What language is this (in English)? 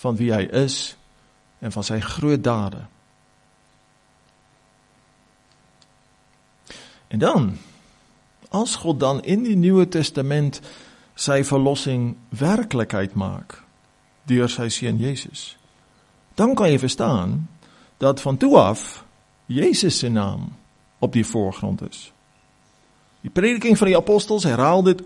Afrikaans